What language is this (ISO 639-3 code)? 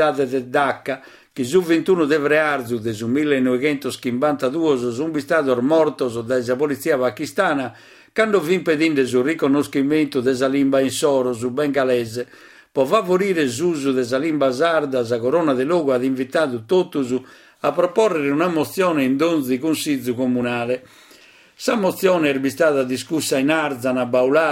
srd